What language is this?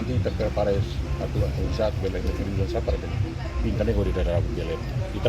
Tetum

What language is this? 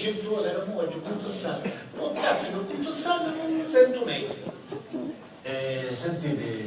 Sicilian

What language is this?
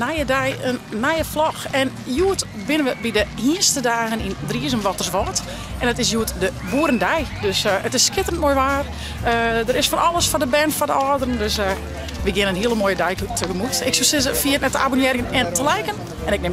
Western Frisian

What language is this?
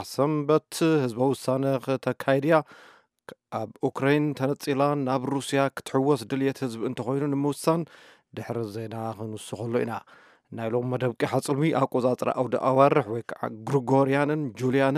Tigrinya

